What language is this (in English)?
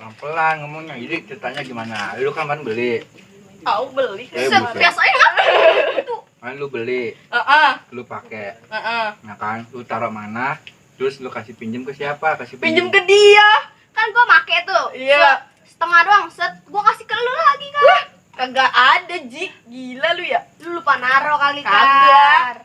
Betawi